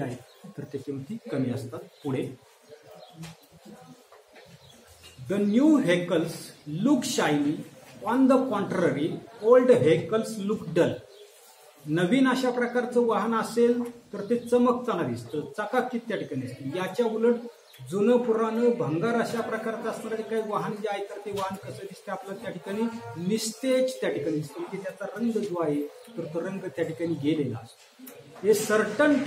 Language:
Marathi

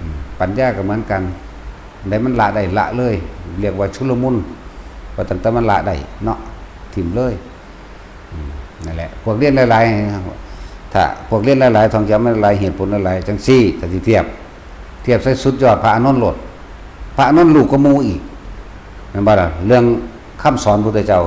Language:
Northeastern Thai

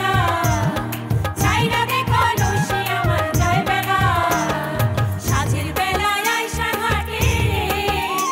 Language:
Bangla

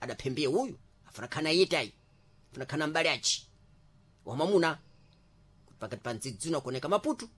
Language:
Sena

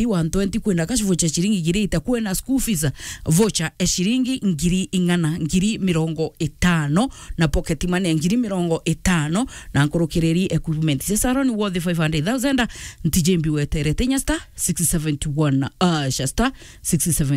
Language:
Meru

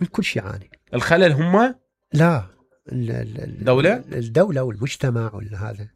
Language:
Mesopotamian Arabic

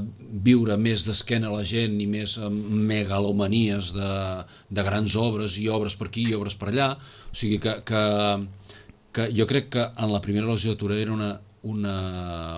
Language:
Catalan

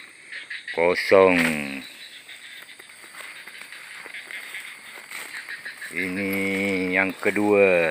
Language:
Malay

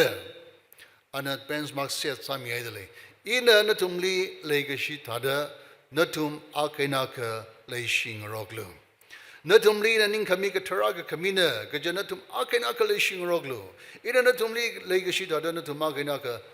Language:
Tangkhul Naga (India)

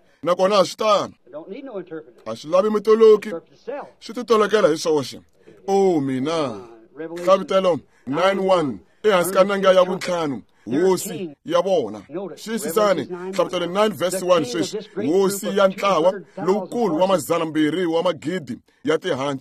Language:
Tsonga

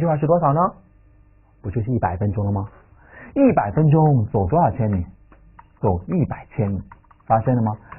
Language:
Chinese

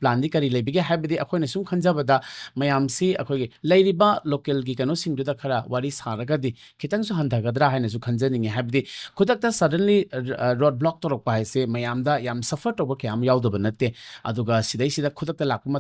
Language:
Manipuri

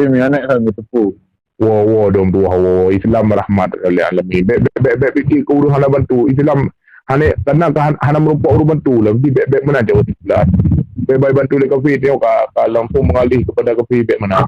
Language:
Achinese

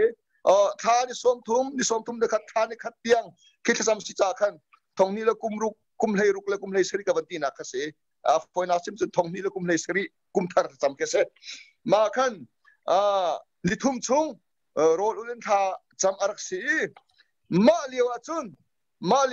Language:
Hakha Chin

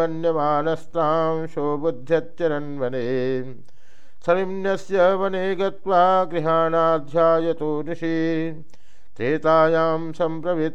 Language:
Sanskrit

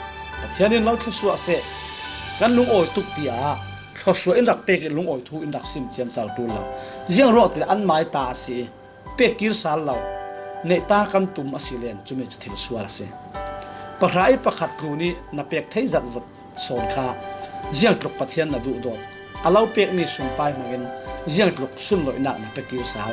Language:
Falam Chin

